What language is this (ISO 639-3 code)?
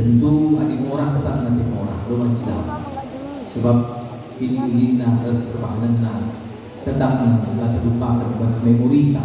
btx